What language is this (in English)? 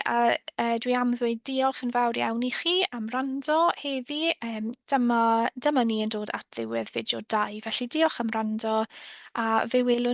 Welsh